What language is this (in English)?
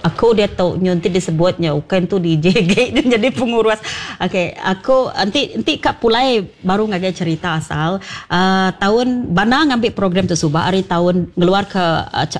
Iban